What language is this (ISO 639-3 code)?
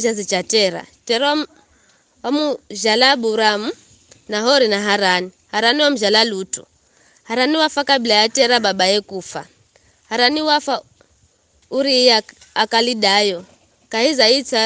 nyf